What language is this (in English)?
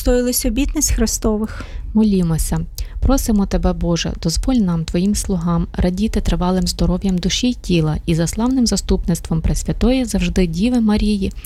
Ukrainian